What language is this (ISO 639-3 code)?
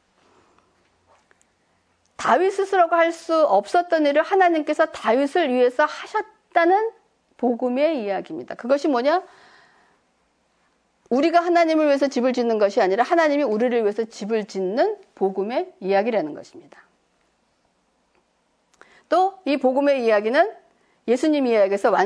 kor